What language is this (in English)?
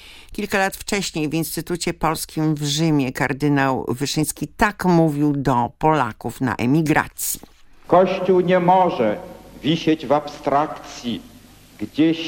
Polish